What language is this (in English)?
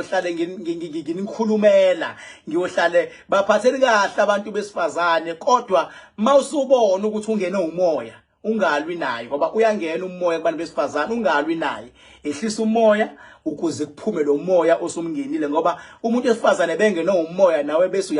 Zulu